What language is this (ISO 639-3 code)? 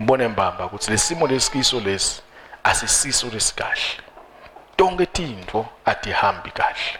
ssw